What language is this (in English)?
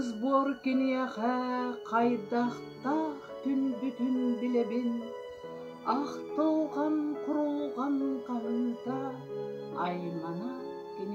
Yakut